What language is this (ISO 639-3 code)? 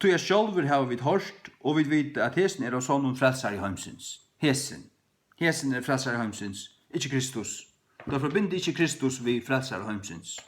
fao